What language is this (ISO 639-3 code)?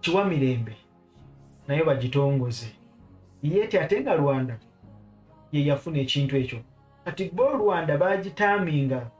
lug